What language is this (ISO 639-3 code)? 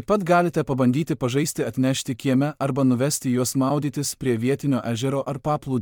lit